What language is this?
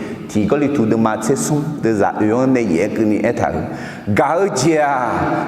Akha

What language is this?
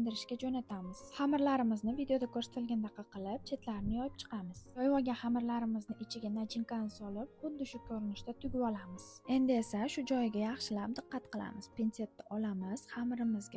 Uzbek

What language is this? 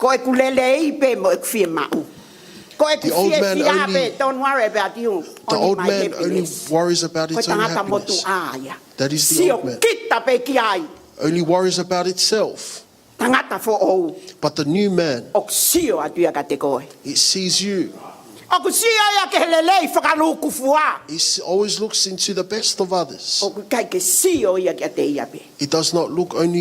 Tongan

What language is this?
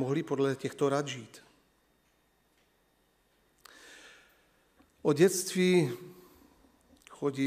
Czech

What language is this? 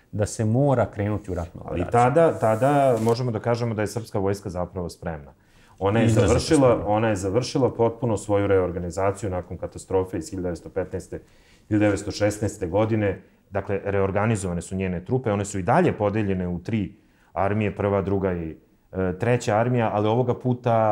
Serbian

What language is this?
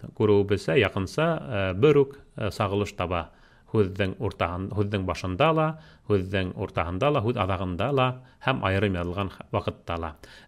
Bashkir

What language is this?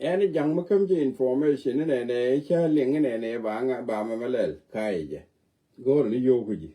Nuer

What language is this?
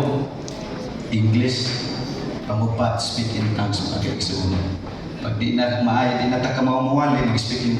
Cebuano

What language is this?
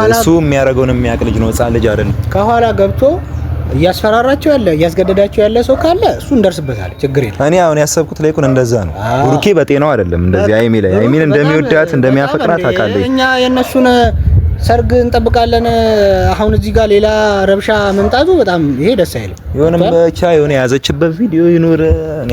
Amharic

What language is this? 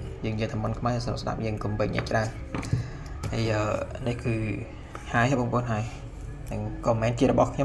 Khmer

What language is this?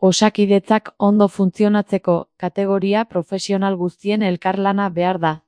Basque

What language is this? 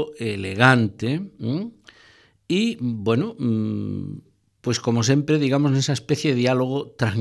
Galician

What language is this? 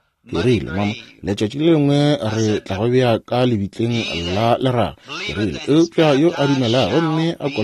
Northern Sotho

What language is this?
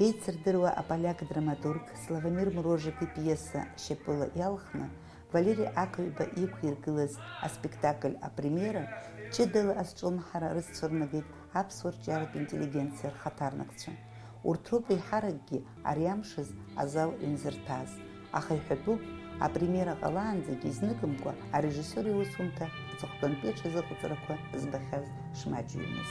Abkhazian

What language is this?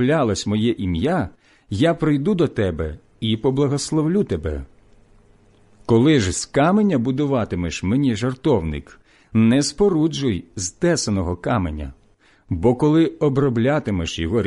Ukrainian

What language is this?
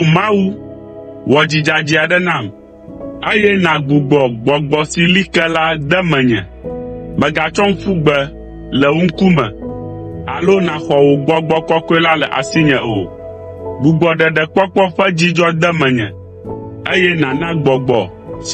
Ewe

